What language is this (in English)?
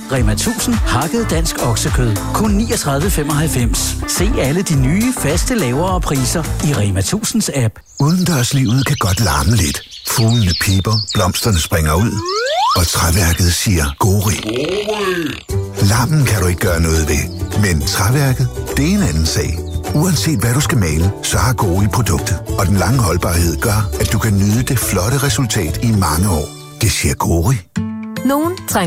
Danish